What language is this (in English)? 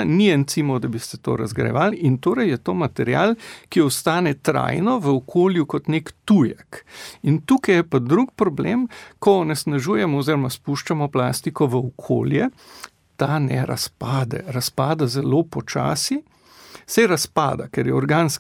Slovenian